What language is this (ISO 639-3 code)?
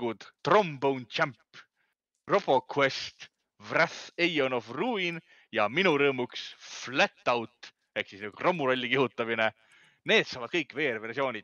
est